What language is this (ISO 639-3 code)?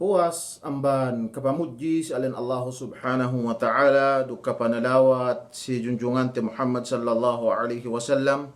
yka